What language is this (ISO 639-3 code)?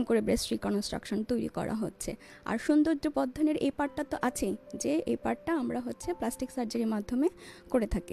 ben